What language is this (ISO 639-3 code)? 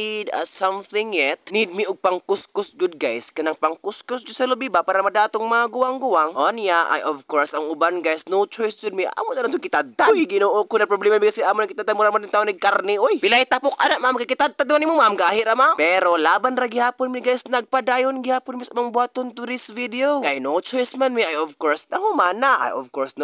ceb